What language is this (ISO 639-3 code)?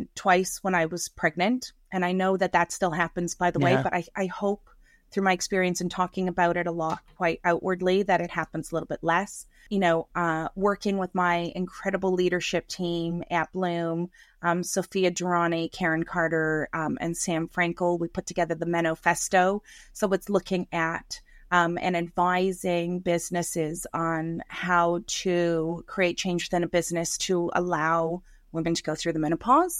eng